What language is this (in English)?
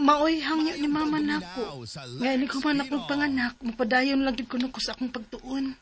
Cebuano